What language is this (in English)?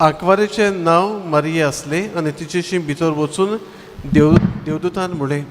Konkani